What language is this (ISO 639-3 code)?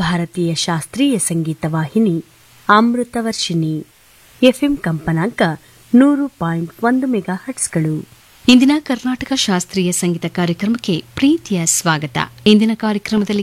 kan